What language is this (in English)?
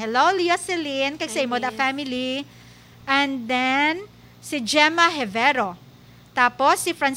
Hiligaynon